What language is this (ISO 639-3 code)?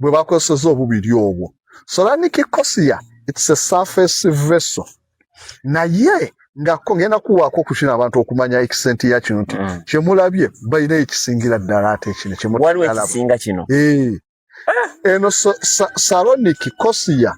lug